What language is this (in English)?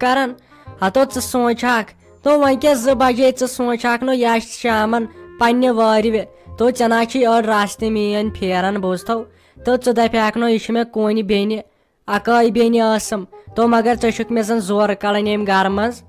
Kashmiri